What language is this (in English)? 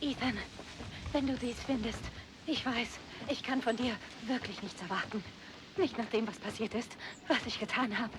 Bavarian